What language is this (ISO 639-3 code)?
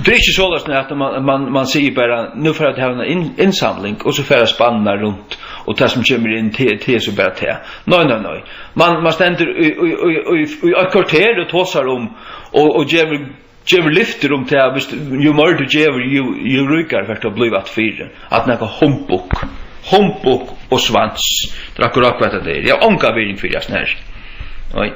fao